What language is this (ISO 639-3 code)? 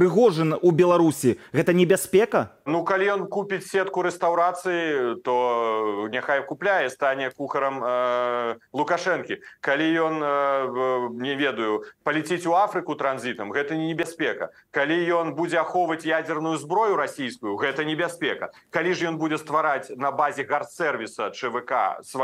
bel